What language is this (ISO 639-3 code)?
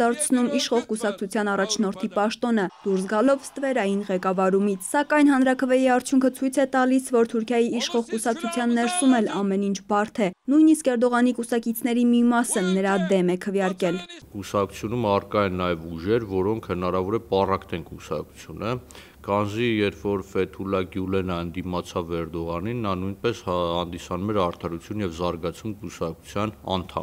hye